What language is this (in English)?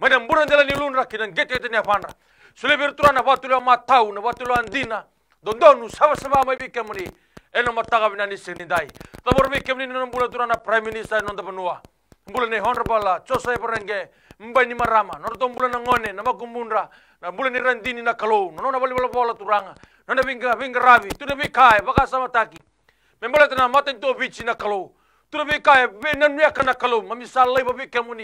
Fijian